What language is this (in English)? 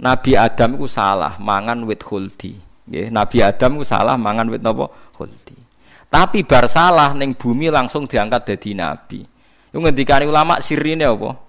Javanese